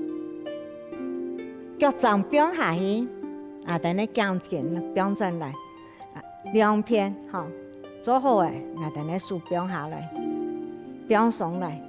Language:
Hakka Chinese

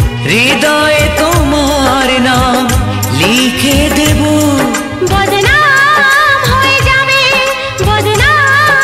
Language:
Bangla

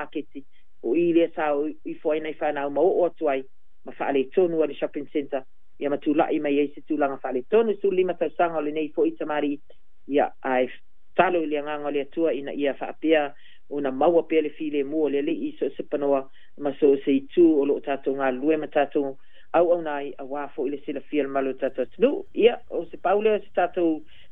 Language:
Samoan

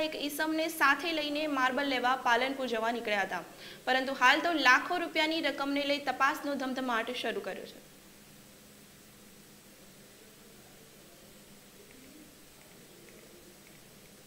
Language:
Gujarati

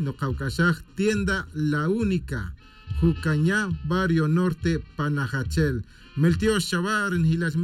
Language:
Tz'utujil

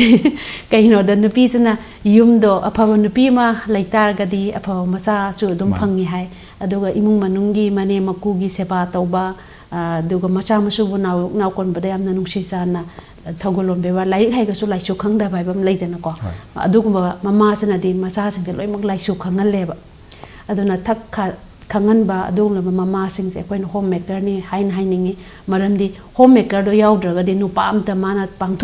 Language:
Manipuri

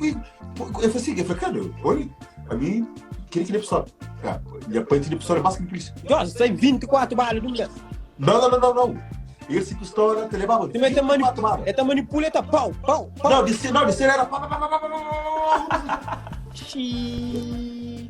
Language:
Kabuverdianu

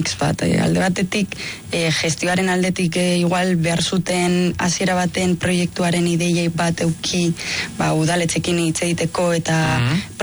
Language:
Basque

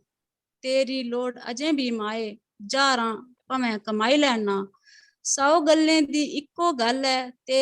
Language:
Dogri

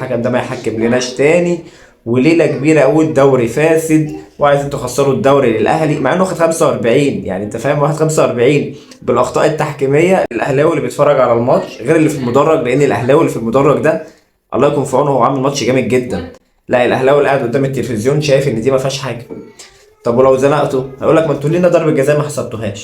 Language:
Egyptian Arabic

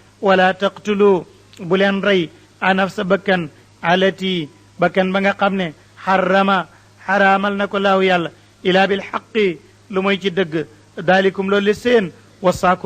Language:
Wolof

